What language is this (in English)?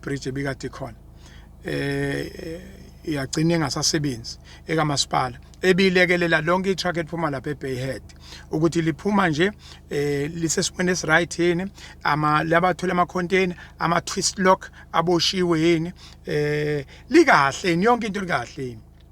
Zulu